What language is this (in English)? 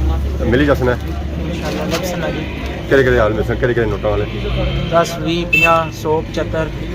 Pahari-Potwari